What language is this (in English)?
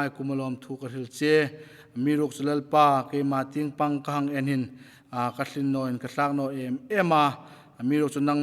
Hmar